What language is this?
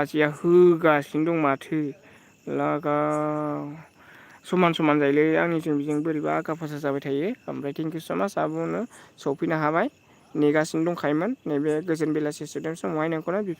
Bodo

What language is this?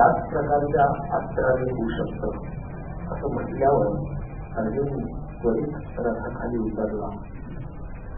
Marathi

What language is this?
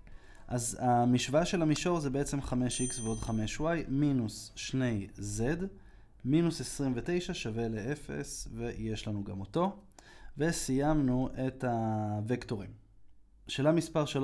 Hebrew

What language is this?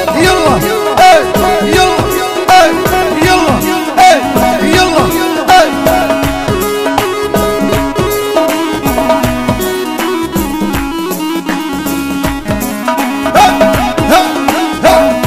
Arabic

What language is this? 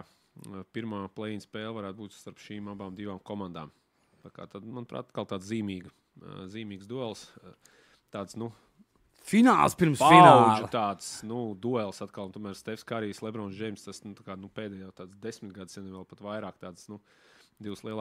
Latvian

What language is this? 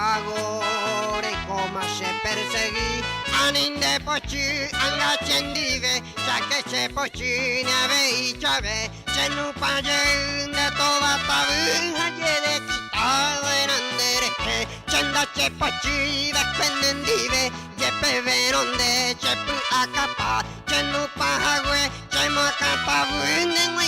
Guarani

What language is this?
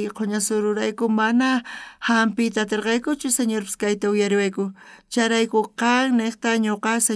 South Bolivian Quechua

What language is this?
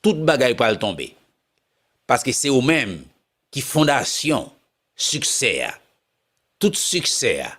Haitian Creole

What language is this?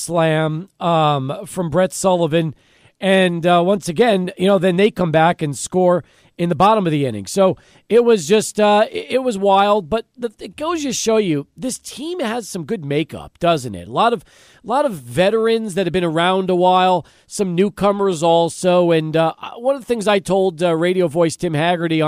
English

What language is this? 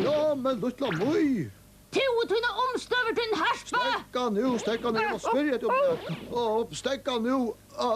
Faroese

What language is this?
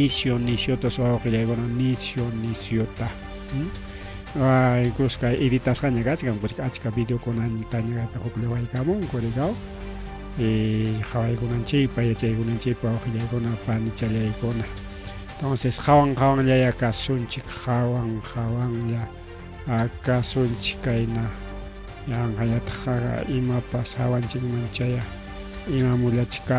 Ayacucho Quechua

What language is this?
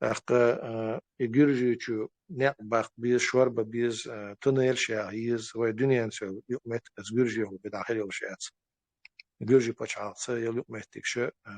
Chechen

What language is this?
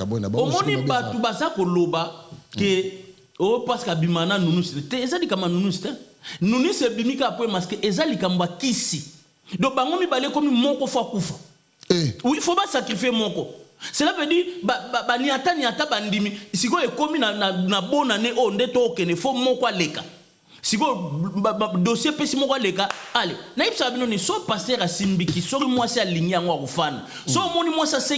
Lingala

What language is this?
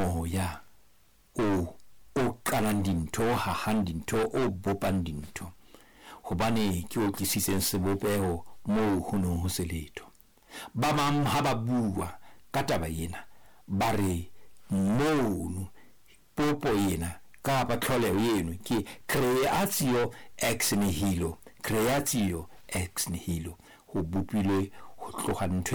Southern Sotho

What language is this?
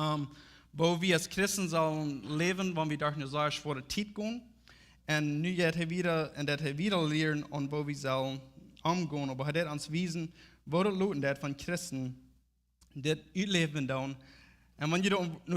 Plautdietsch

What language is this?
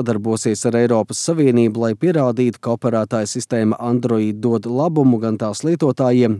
Latvian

